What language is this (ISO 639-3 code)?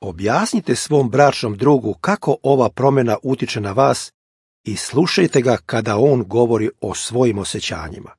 srp